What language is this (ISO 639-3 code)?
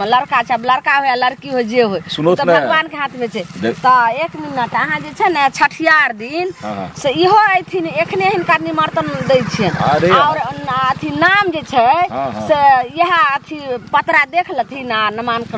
mai